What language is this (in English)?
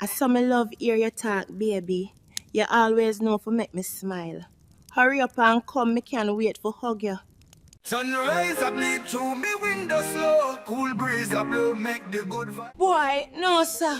Jamaican Creole English